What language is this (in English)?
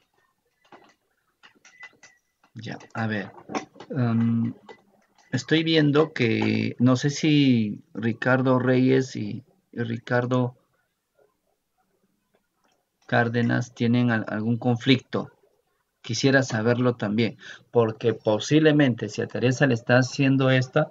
Spanish